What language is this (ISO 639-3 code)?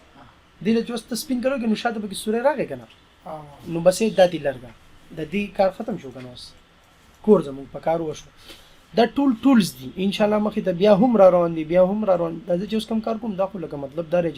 pus